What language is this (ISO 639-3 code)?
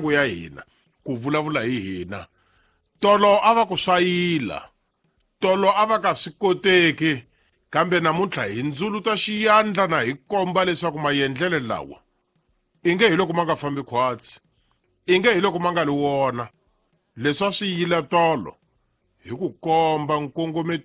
tso